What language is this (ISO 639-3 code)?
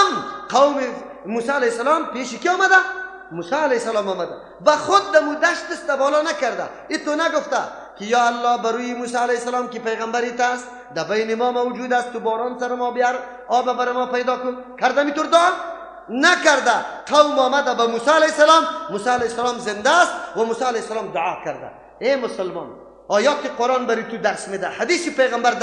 fas